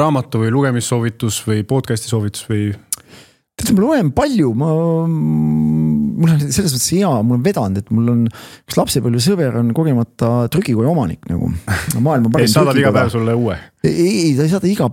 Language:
Estonian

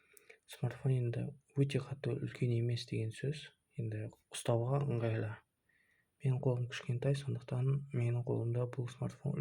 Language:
Kazakh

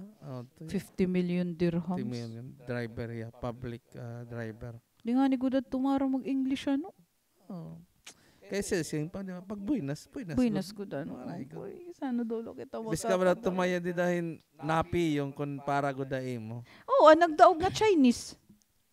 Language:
Waray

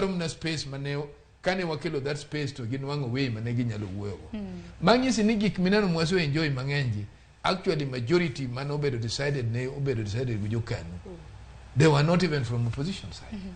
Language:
Luo (Kenya and Tanzania)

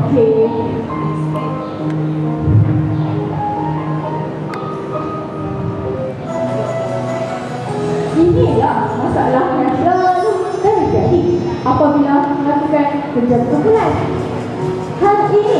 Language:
Malay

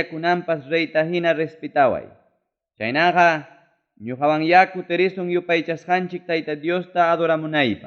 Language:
Ayacucho Quechua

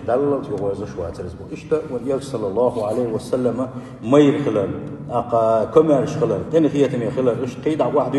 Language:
Chechen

